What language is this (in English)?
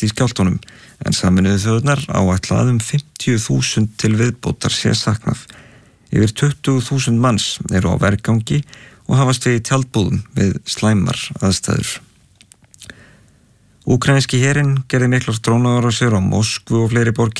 Icelandic